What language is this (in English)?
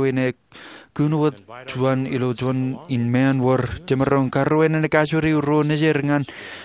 Marshallese